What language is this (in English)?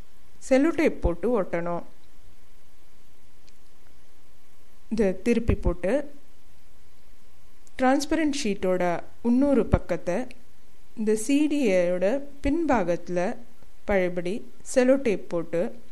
Tamil